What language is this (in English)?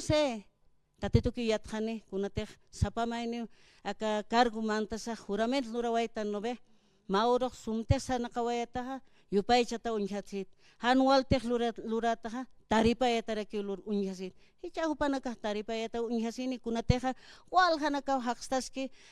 Aymara